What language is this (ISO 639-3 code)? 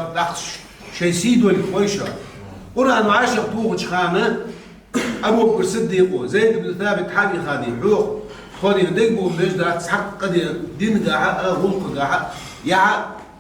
inh